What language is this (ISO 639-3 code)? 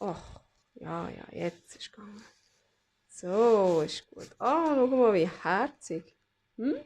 gsw